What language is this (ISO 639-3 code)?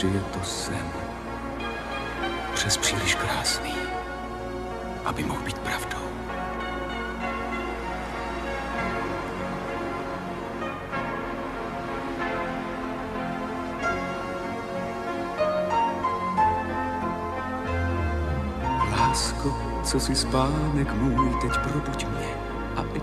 ces